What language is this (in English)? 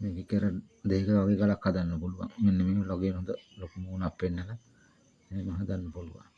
Sinhala